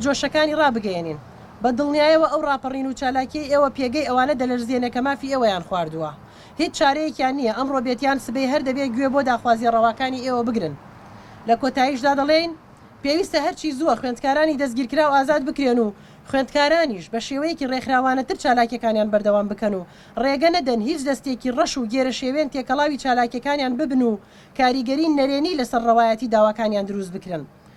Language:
Central Kurdish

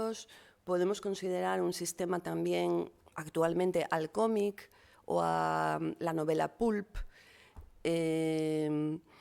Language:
Asturian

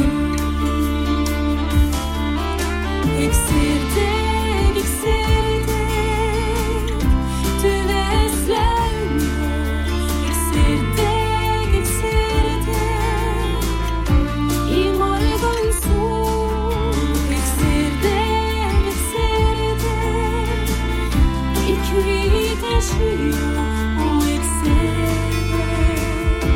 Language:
Norwegian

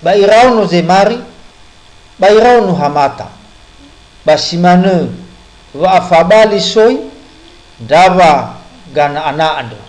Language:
Nias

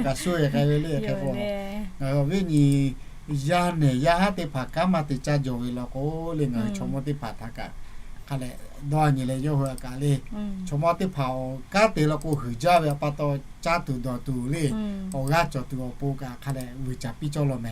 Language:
Lahu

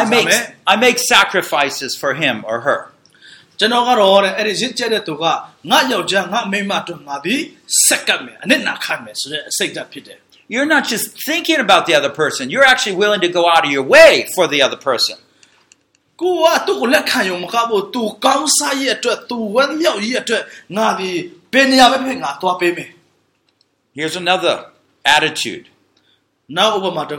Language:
Burmese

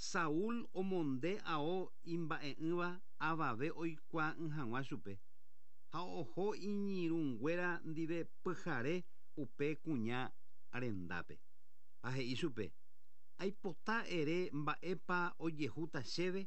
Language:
Guarani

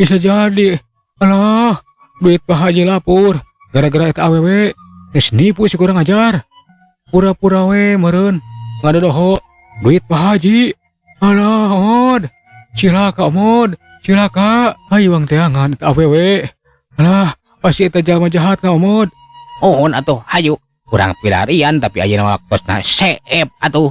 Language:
Sundanese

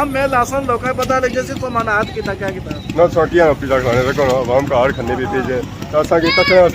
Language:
Pahari-Potwari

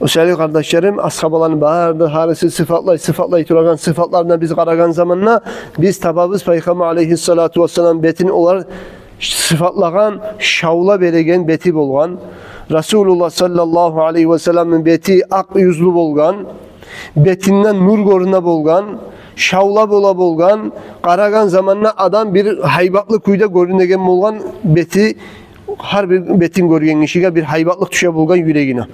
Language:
Kumyk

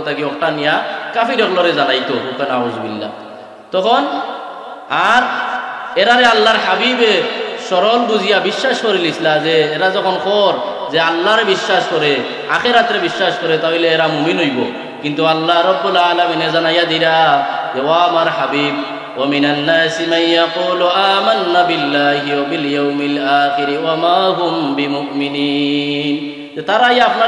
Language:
Sylheti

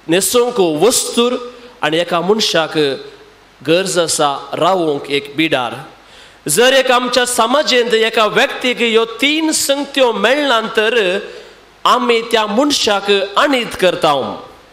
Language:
Konkani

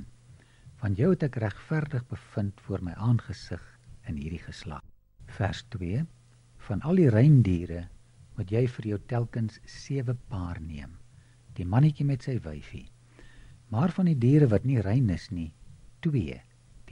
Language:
Afrikaans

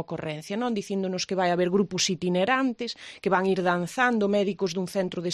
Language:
Galician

